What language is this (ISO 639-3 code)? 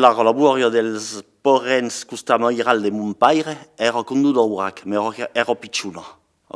oci